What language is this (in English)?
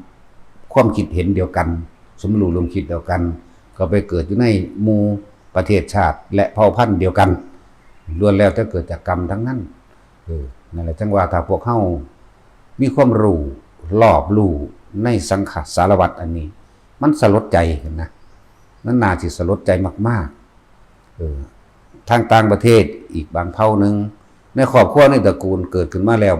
Lao